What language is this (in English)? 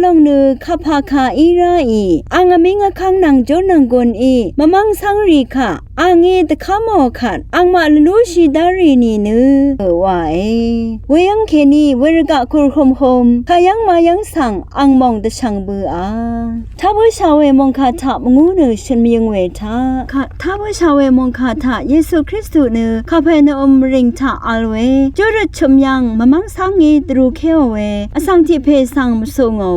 Rawang